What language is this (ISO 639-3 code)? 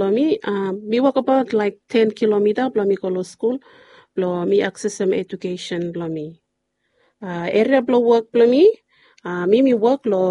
bis